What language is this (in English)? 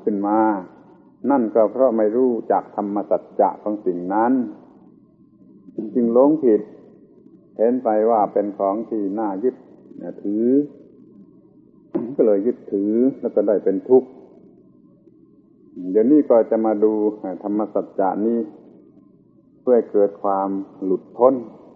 Thai